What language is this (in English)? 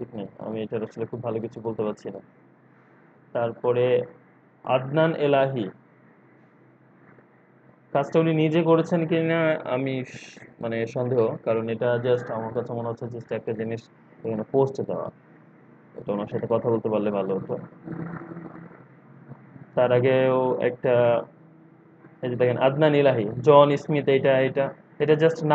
Bangla